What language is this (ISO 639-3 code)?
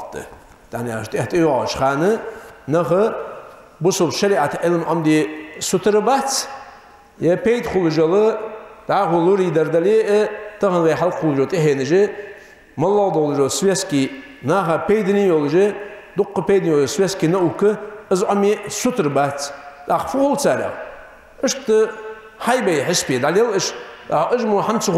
inh